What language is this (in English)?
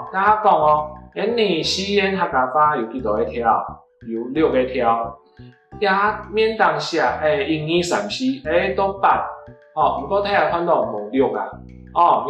Hakka Chinese